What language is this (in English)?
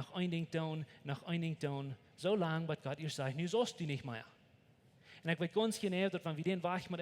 Plautdietsch